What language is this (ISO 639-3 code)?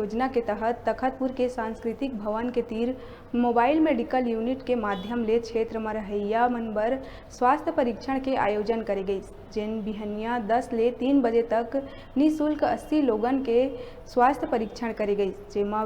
hne